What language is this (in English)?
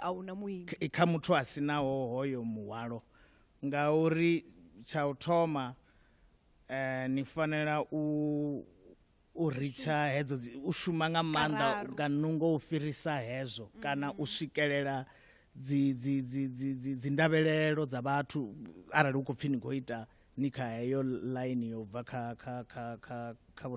Venda